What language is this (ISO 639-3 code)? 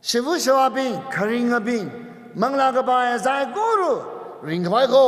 nmf